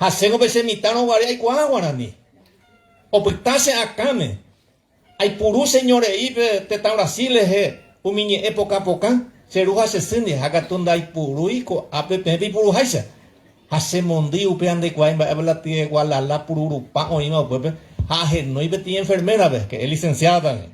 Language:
Guarani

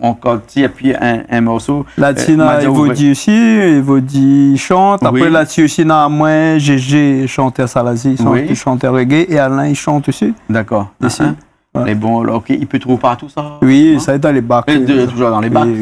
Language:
Réunion Creole French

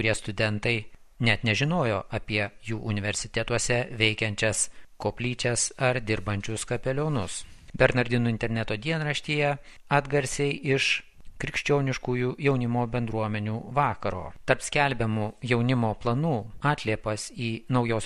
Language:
Lithuanian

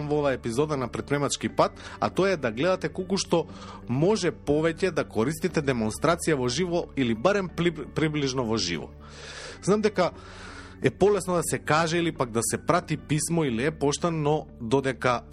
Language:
Macedonian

